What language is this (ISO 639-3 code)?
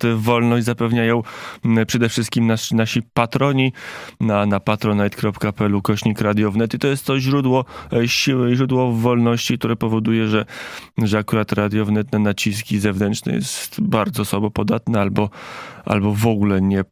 pol